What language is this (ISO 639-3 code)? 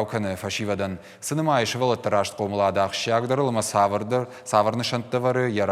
oss